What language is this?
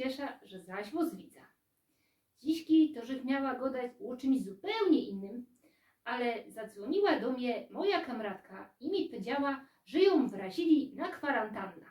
Silesian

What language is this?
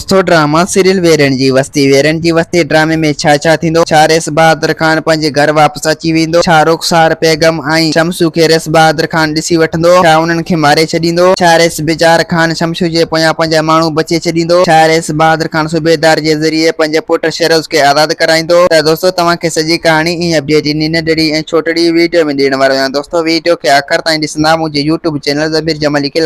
Sindhi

